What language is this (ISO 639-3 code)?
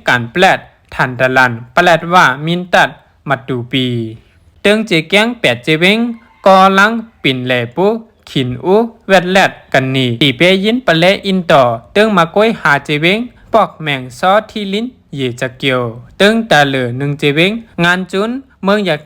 shn